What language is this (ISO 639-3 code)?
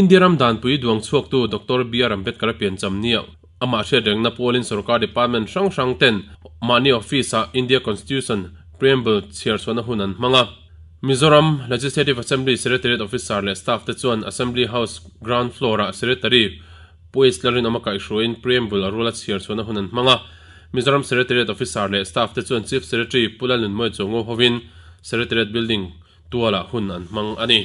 lus